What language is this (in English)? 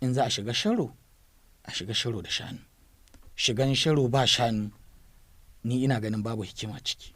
Hausa